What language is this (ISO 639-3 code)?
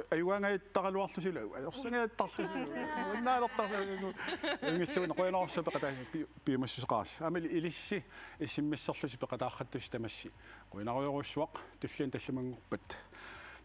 kal